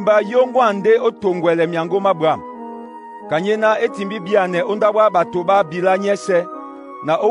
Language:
Duala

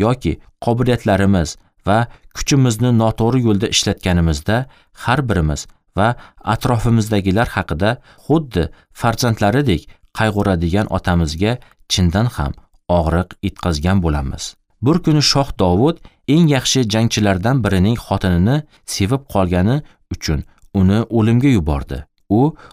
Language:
Uzbek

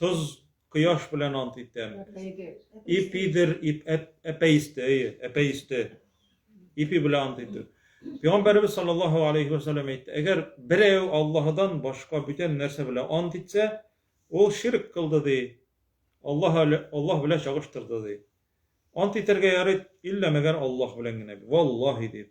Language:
Tatar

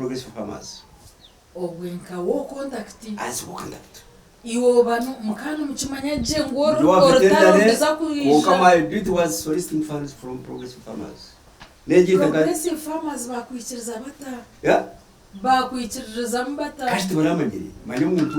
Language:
Nyankole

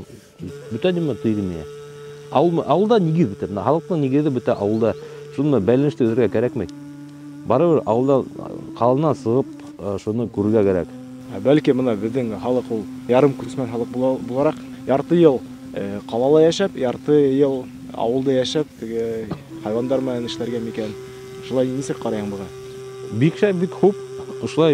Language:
Bashkir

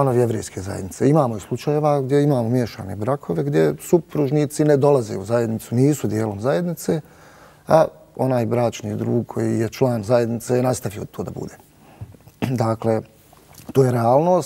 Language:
Bosnian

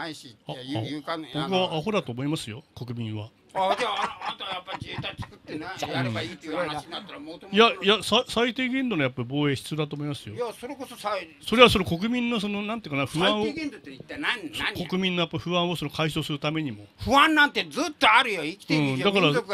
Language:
Japanese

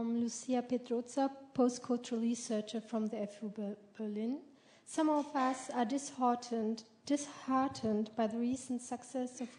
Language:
English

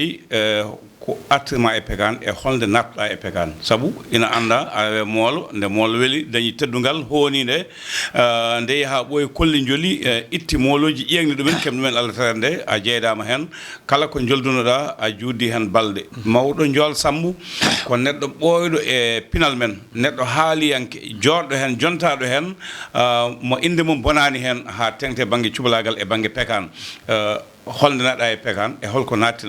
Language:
Fula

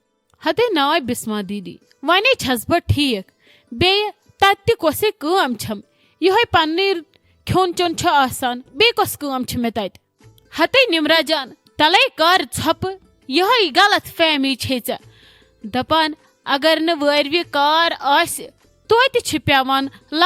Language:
Kashmiri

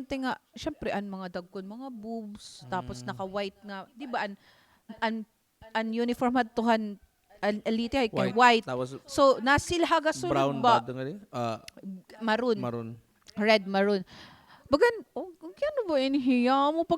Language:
Waray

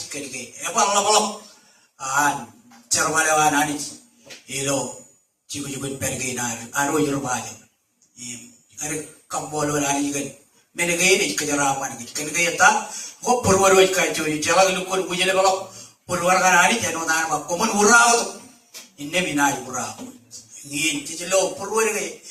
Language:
Marshallese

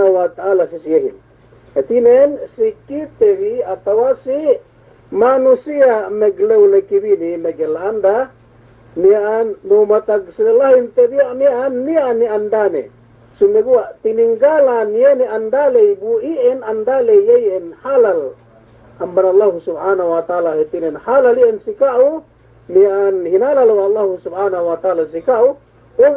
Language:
Yakan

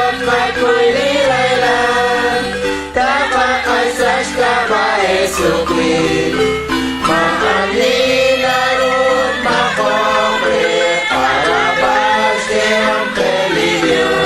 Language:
Kekchí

